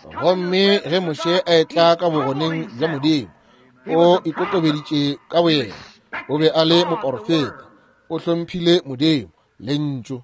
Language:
Northern Sotho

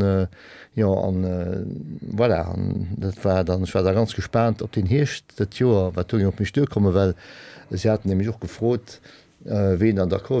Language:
Luxembourgish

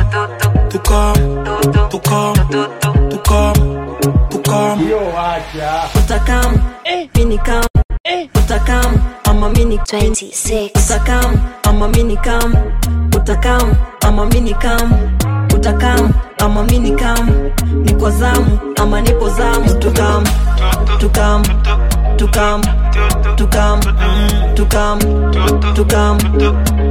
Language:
Swahili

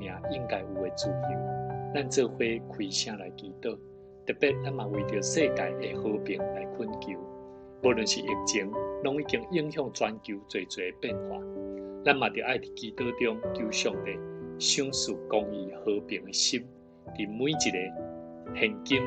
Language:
Min Nan Chinese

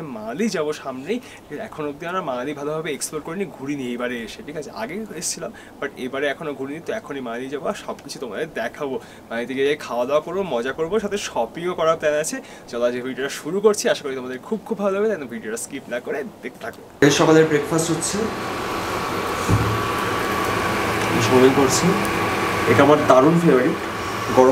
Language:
Bangla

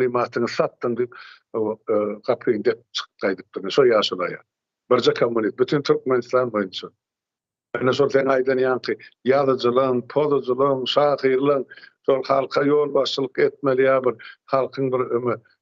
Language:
Turkmen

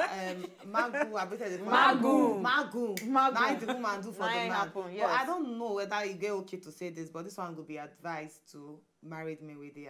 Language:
Nigerian Pidgin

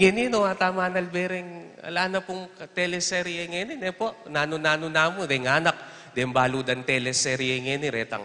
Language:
Pampanga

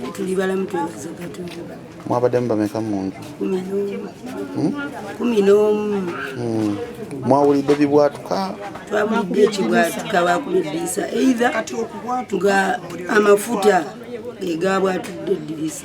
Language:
Ganda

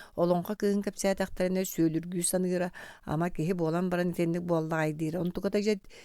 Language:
Yakut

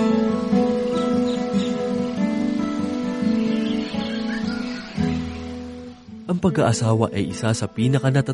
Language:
Filipino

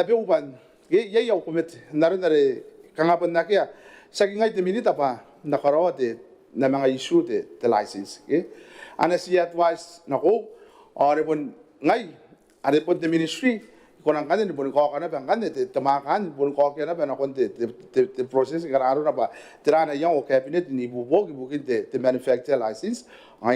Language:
Gilbertese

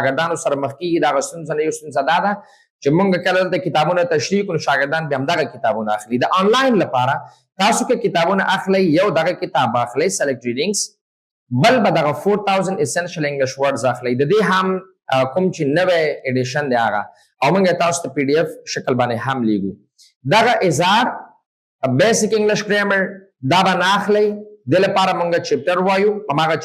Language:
Pashto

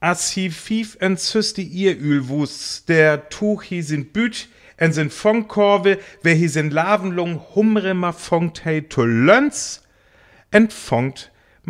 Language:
Northern Frisian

